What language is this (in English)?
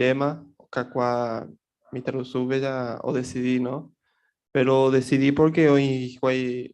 Guarani